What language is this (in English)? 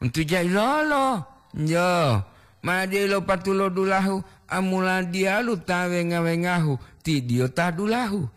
Gorontalo